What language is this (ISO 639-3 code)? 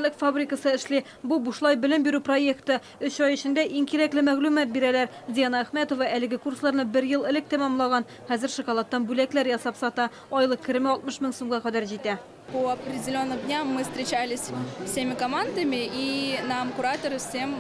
tat